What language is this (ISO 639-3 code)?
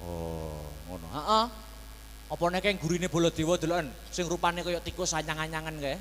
jav